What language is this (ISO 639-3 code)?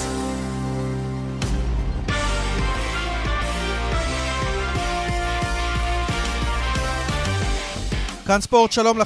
heb